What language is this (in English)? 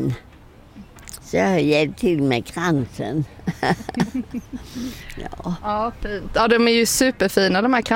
Swedish